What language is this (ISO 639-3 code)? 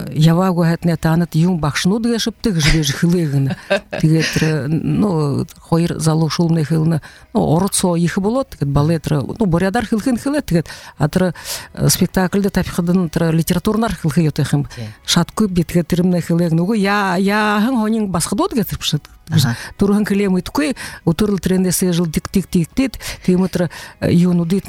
bua